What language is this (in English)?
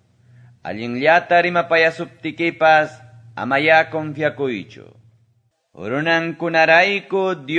Quechua